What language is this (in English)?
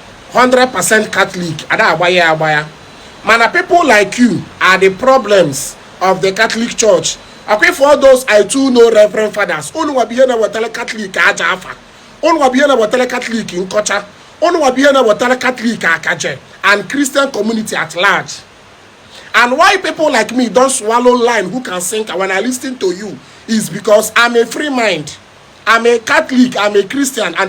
Igbo